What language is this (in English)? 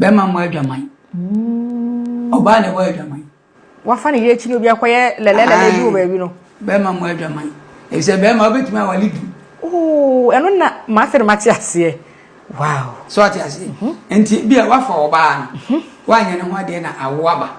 Akan